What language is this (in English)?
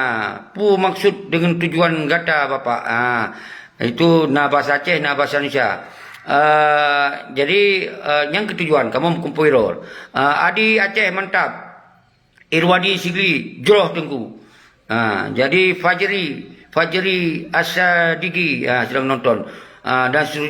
Achinese